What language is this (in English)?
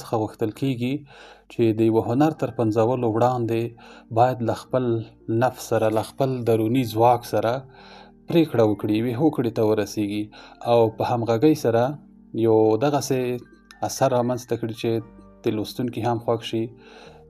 Pashto